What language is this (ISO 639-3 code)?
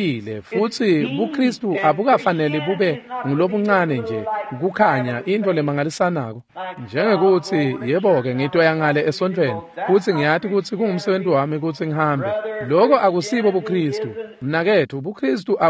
ssw